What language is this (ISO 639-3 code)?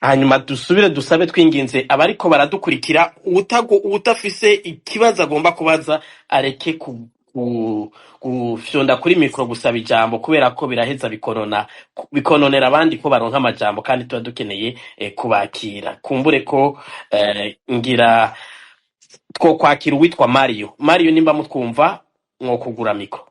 run